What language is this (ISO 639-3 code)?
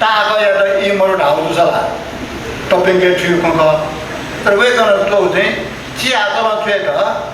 new